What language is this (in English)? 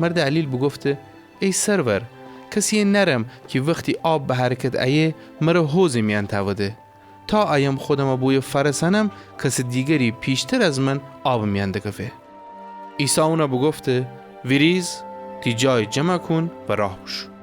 Gilaki